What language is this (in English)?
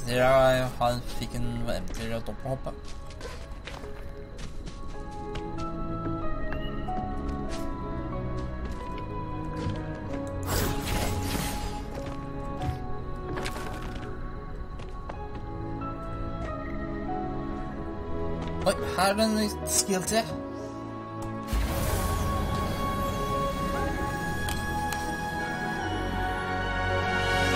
Norwegian